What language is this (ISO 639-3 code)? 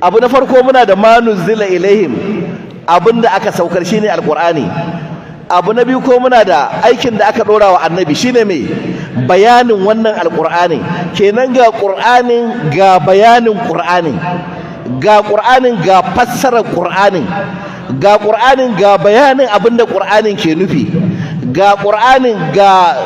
hau